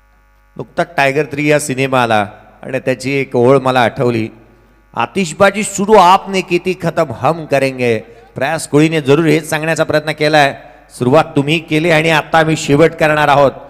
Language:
Marathi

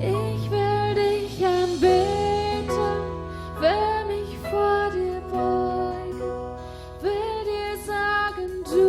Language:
Plautdietsch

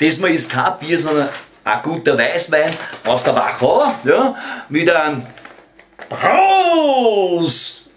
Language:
Bavarian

